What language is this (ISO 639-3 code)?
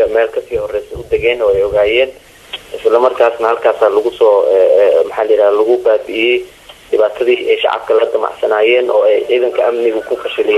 som